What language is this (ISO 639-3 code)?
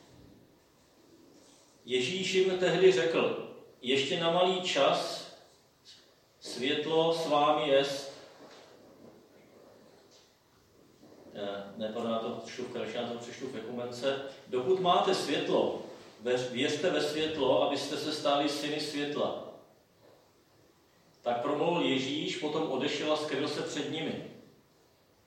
ces